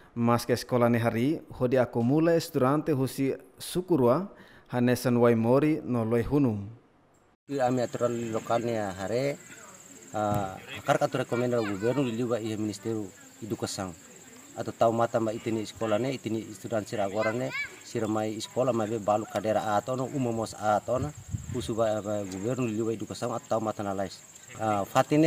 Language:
Tetum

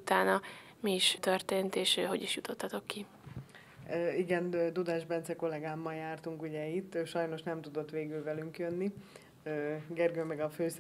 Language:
Hungarian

